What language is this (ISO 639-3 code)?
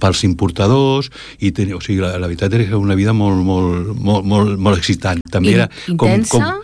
cat